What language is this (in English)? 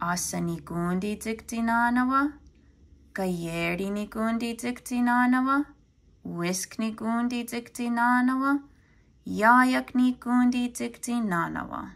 Mohawk